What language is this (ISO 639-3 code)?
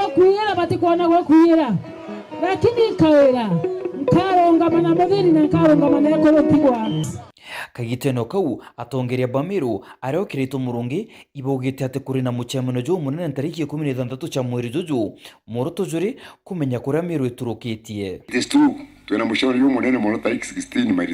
mer